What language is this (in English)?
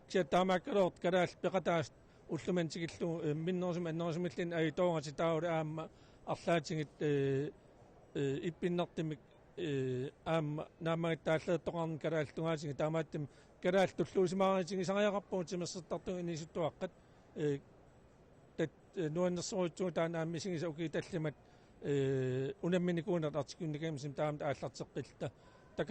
Kalaallisut